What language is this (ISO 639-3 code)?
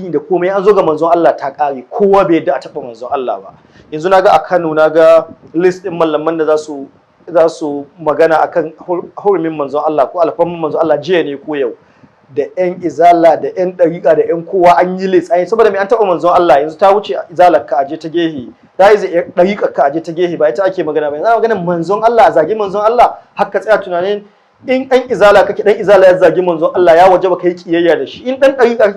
hau